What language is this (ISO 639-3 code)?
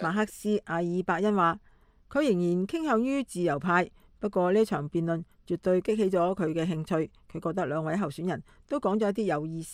yue